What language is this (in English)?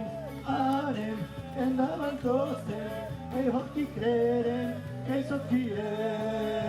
Occitan